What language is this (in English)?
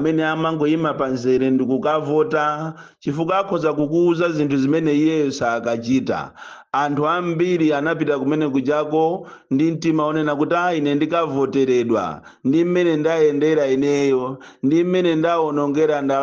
Nyanja